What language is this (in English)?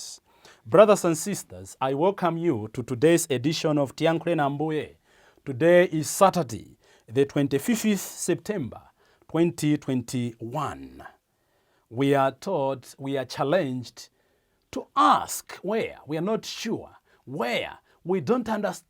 English